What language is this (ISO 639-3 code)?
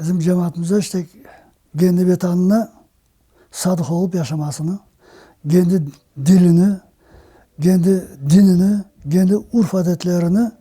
crh